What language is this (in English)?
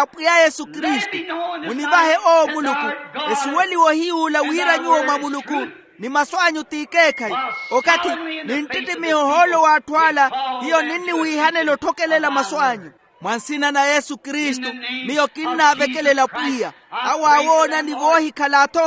Makhuwa